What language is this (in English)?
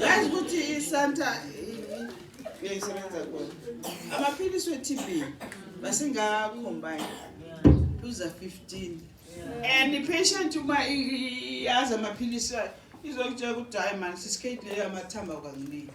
Zulu